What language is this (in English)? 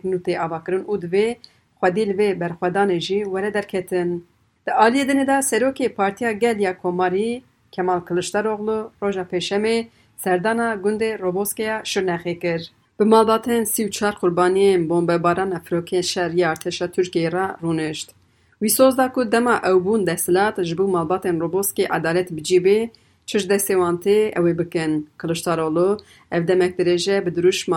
Kurdish